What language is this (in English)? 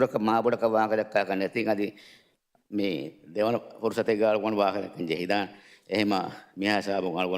Divehi